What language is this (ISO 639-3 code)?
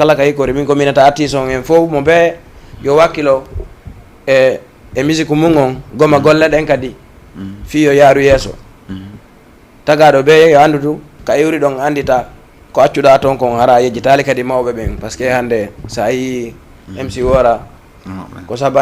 ful